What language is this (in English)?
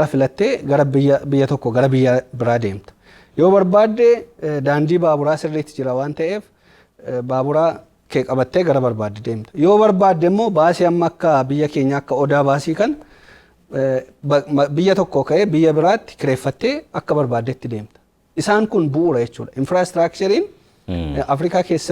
Oromo